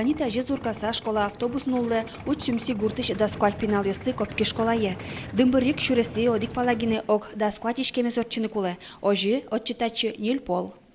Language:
Udmurt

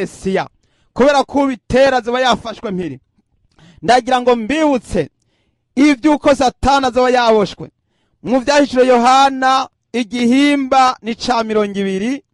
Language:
Rundi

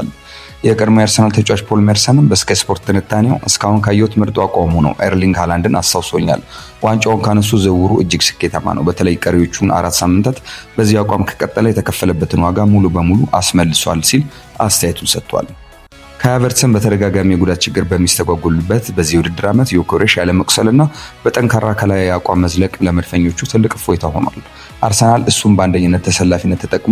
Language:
Amharic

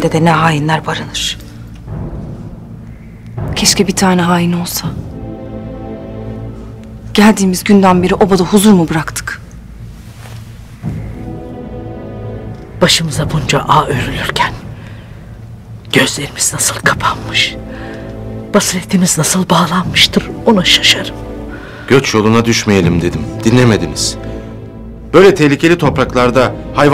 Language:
Turkish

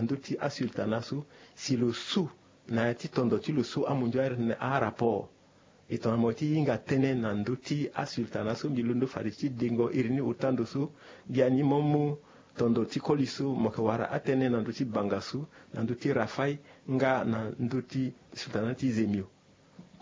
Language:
Sango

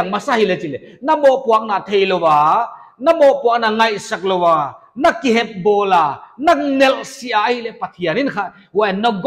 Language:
Paite Chin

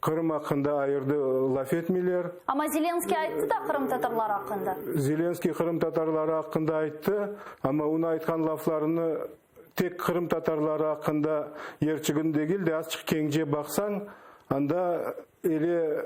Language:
Crimean Tatar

